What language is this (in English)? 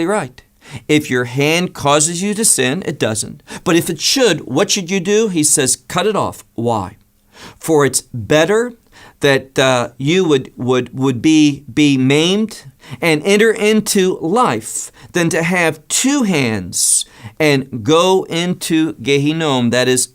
English